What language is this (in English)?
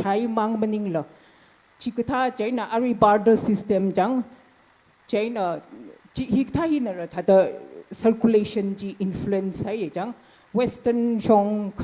Tangkhul Naga (India)